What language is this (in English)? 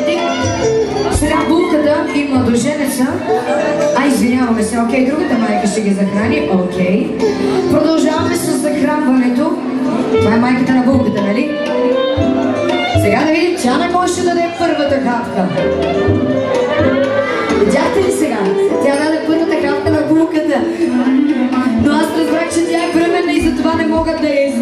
Bulgarian